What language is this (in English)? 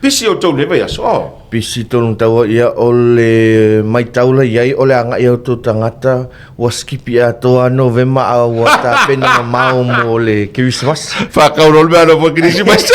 Samoan